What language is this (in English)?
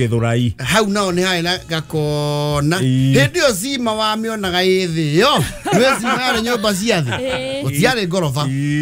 Kikuyu